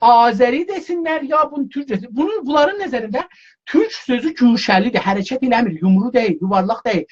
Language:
South Azerbaijani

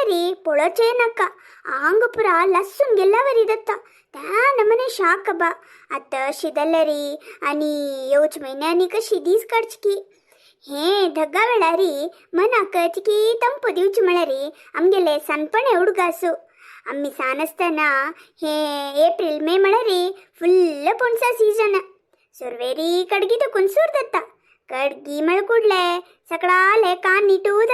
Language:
Konkani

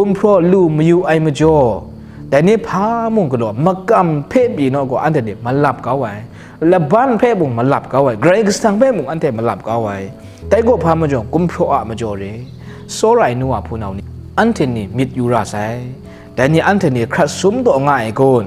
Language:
Kachin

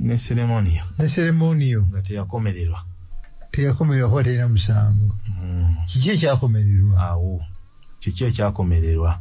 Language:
Ganda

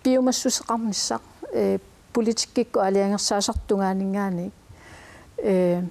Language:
Kalaallisut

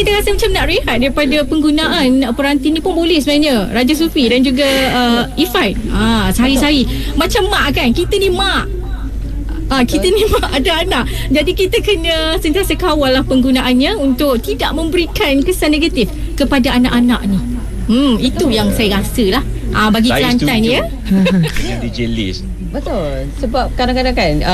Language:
Malay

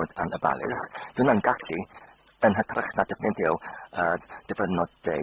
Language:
Welsh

